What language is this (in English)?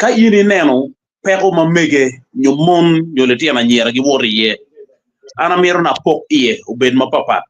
Acoli